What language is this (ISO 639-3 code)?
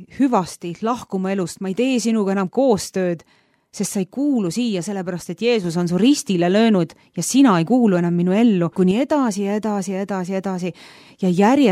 est